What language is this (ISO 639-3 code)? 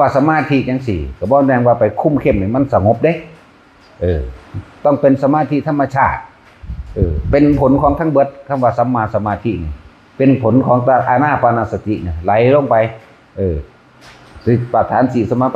tts